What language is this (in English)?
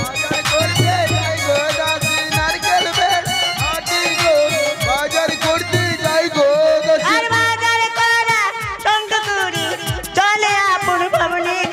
Bangla